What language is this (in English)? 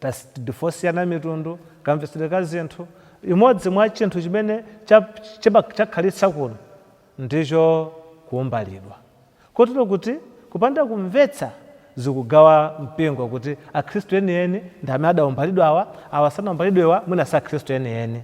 Nyanja